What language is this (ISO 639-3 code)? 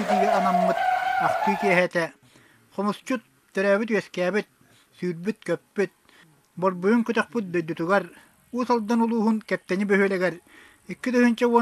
sah